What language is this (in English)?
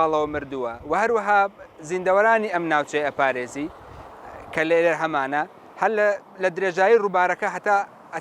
Central Kurdish